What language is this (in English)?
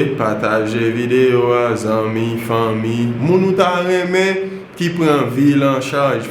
Haitian Creole